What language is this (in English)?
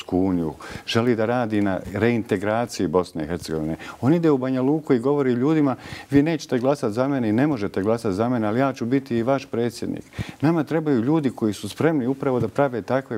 Bosnian